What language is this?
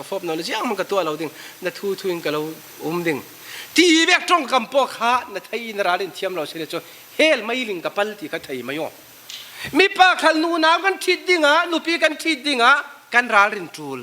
Falam Chin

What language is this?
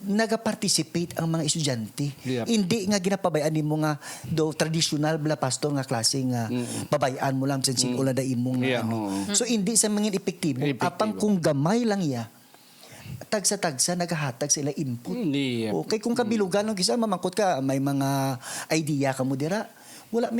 Hiligaynon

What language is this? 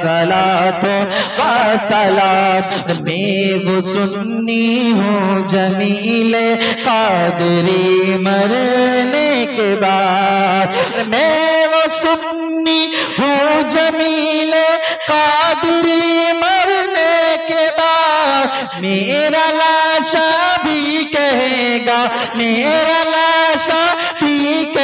Bangla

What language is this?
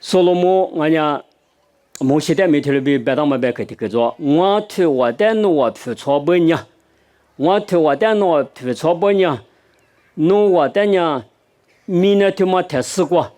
Lisu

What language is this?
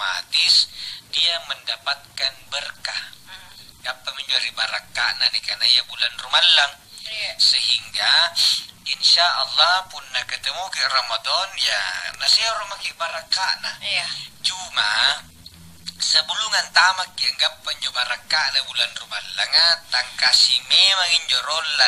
Makasar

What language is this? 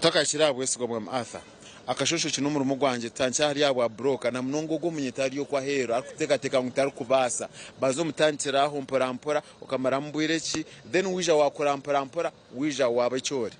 Nyankole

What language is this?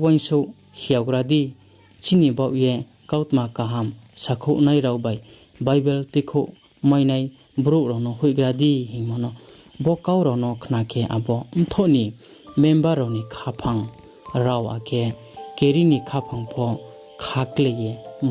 Riang (India)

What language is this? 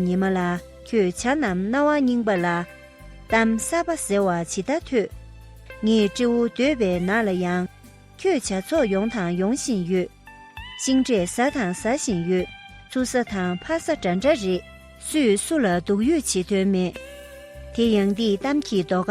Tibetan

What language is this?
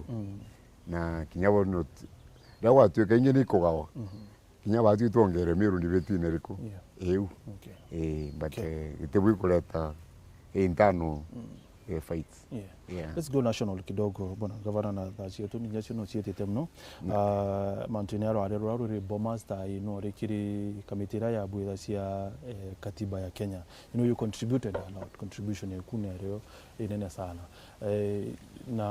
Meru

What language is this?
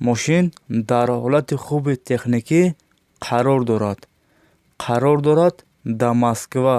Tajik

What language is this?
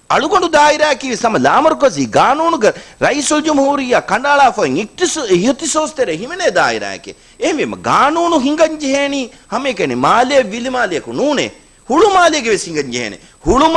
Divehi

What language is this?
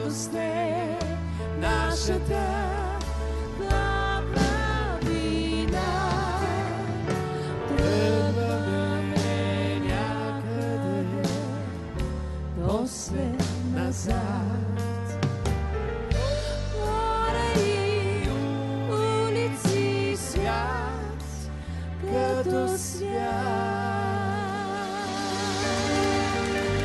Bulgarian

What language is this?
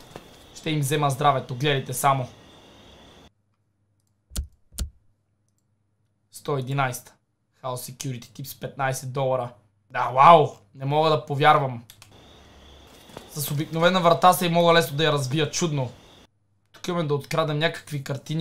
Bulgarian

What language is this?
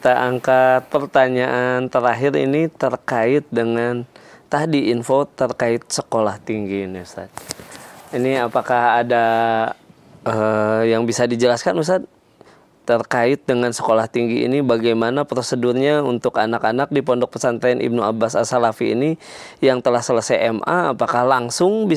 Indonesian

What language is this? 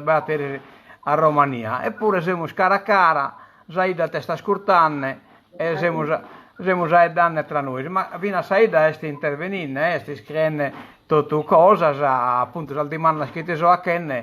Sardinian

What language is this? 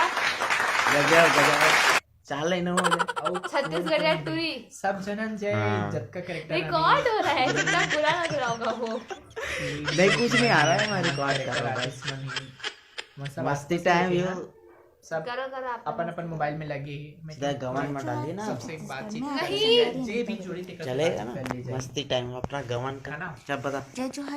Chhattisgarhi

